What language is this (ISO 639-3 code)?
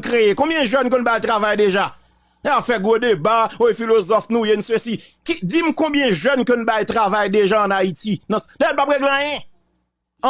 hat